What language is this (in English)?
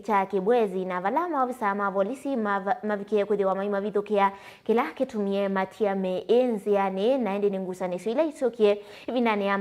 Kamba